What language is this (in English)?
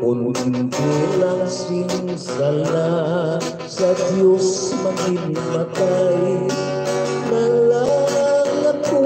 Hiligaynon